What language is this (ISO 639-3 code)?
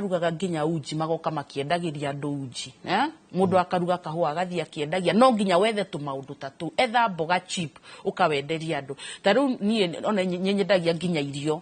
kik